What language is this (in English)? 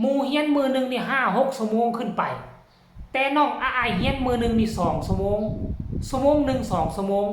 Northeastern Thai